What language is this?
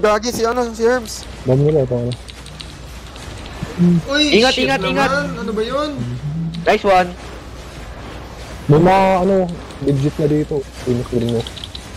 Filipino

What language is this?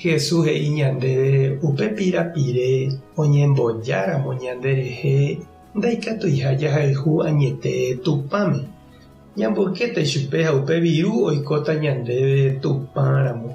Guarani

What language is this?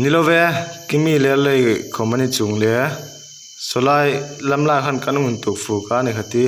Hmar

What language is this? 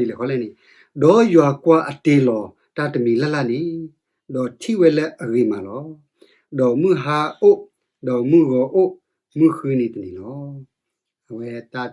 S'gaw Karen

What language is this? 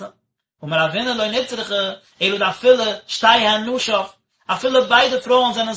Yiddish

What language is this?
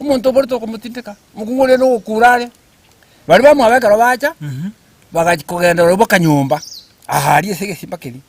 Gusii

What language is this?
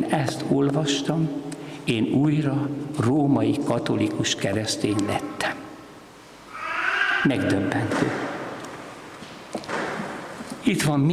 Hungarian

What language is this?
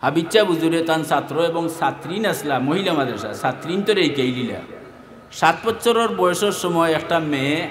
Sylheti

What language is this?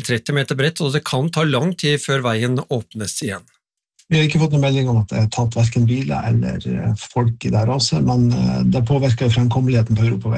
Norwegian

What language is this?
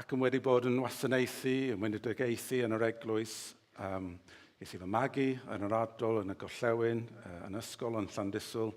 Welsh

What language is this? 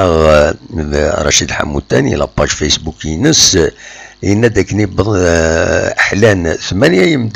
Kabyle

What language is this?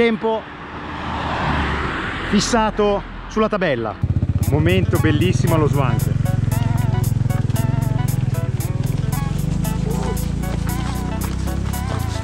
Italian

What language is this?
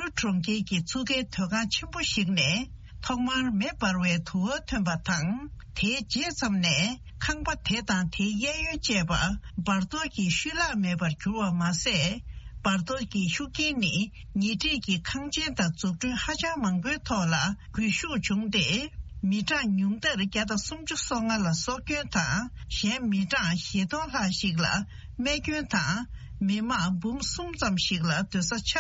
Tibetan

